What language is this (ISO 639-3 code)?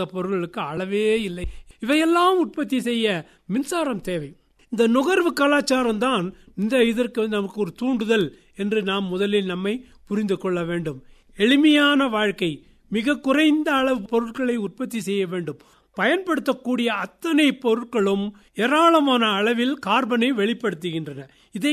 tam